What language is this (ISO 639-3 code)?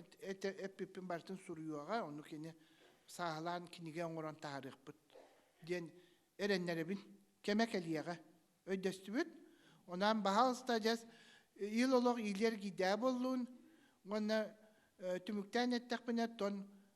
sah